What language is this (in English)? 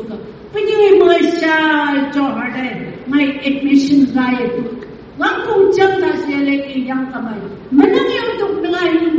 Phom Naga